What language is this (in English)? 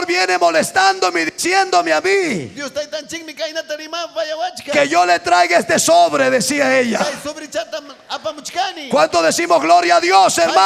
Ayacucho Quechua